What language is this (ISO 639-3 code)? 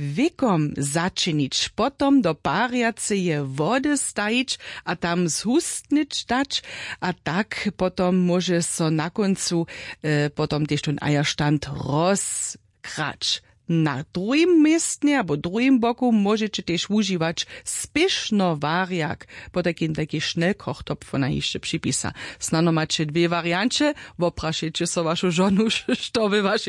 hsb